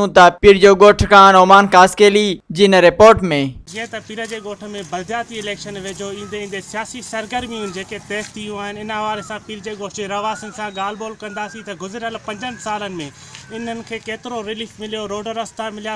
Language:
Sindhi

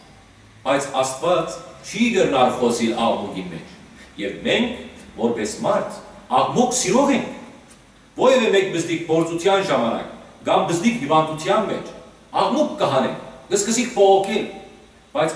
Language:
Western Armenian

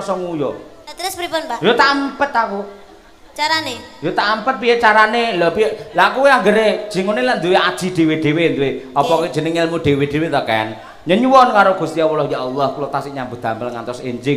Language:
Javanese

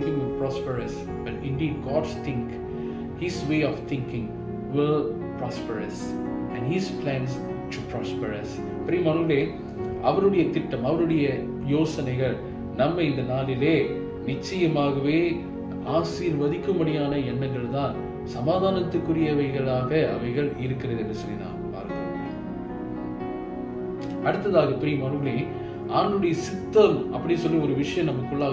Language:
Tamil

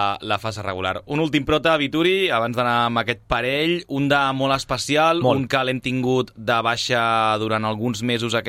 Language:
Catalan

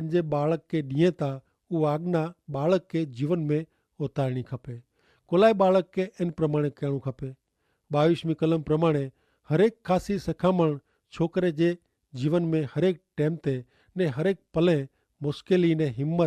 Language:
Kachhi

